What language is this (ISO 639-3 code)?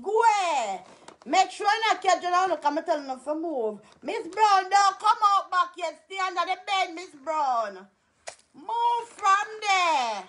jam